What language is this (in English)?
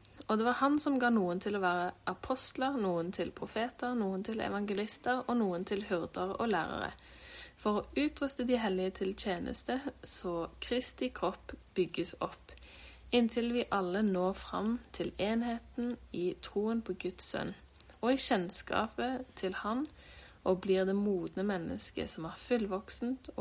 Norwegian